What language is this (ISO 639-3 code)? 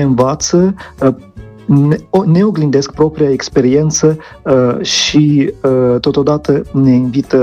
ron